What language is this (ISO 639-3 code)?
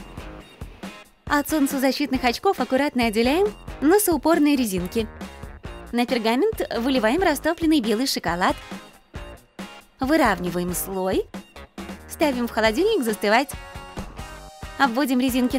rus